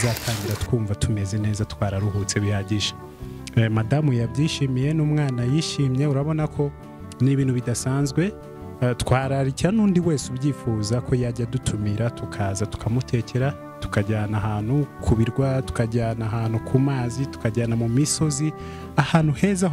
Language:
Kinyarwanda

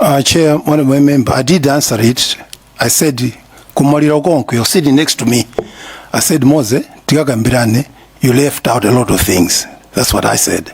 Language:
Nyanja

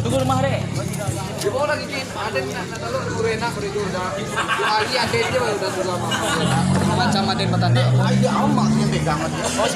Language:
Minangkabau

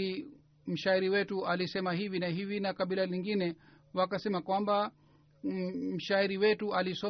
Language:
Swahili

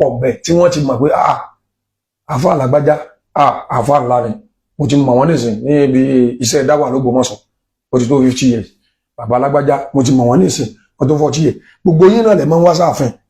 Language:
Yoruba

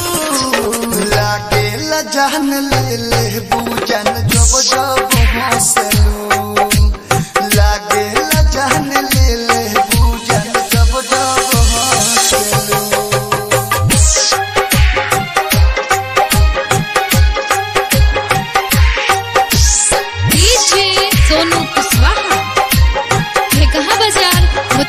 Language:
Bhojpuri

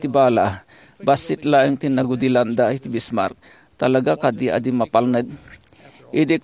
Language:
Iloko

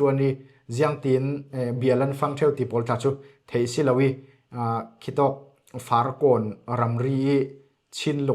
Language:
Falam Chin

